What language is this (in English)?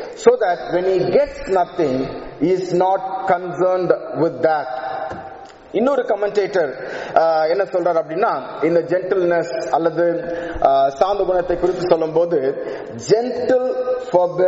Tamil